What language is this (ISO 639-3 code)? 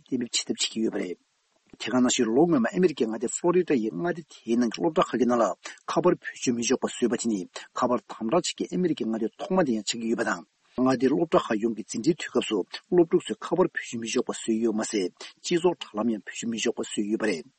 bod